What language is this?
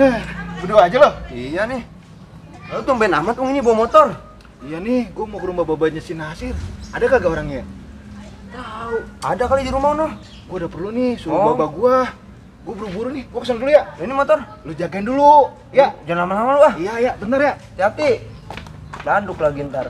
Betawi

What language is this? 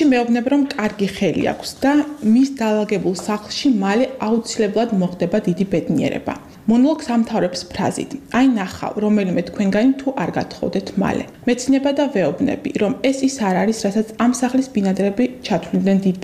Georgian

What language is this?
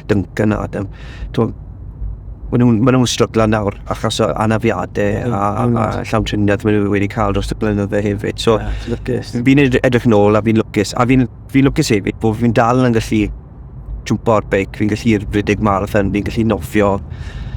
Welsh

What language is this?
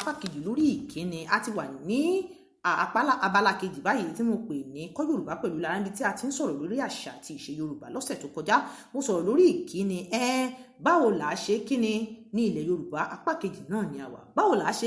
Yoruba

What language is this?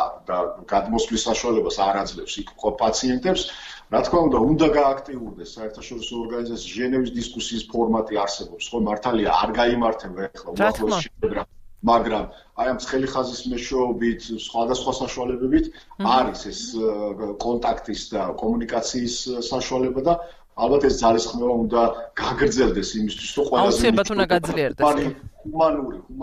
Georgian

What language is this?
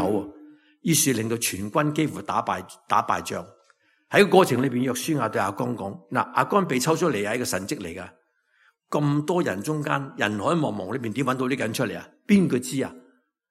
Cantonese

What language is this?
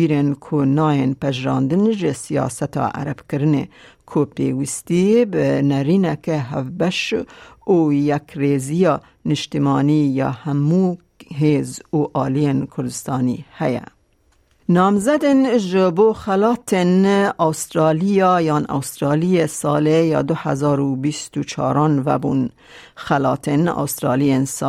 Kurdish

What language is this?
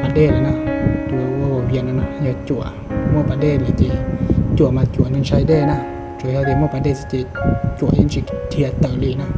Hmong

